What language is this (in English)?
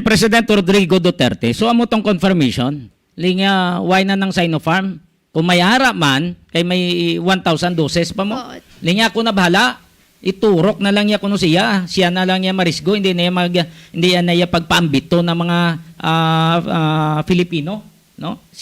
Hiligaynon